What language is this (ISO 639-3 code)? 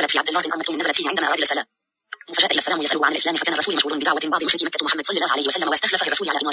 ars